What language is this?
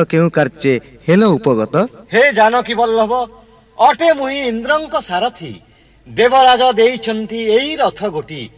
Odia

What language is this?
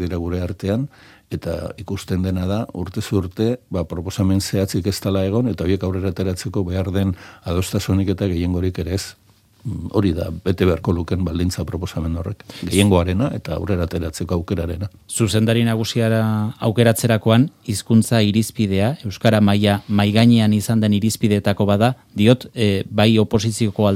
Basque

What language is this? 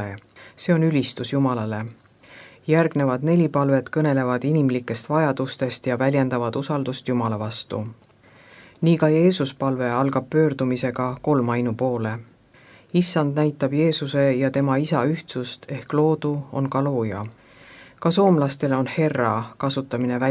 Estonian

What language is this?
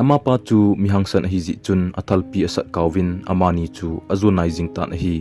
Thado Chin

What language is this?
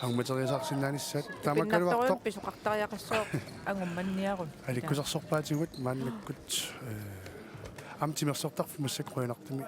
Kalaallisut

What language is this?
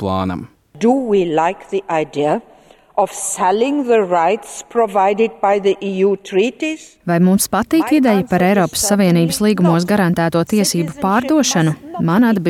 Latvian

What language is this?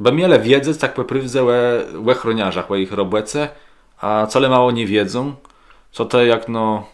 Kashubian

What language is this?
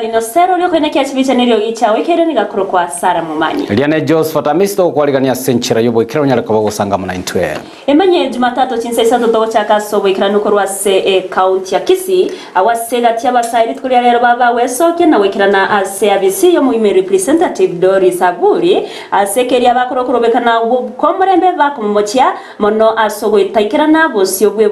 Gusii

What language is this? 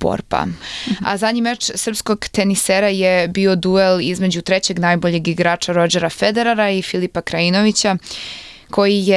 Serbian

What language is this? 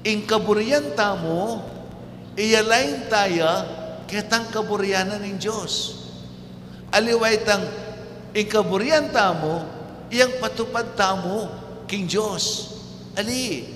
Pampanga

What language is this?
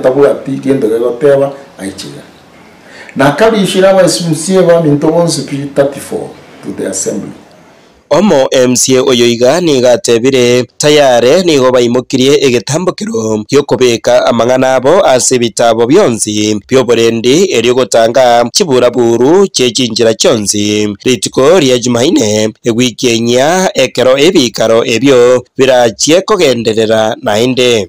Gusii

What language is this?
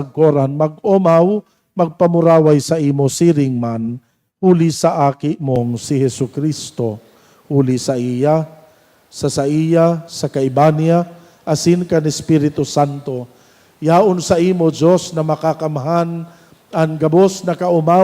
Bikol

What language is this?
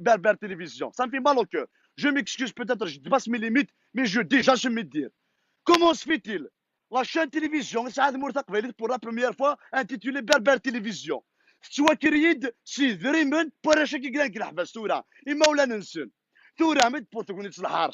Kabyle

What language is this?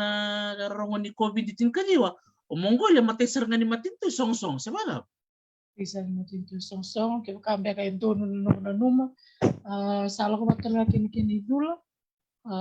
Fijian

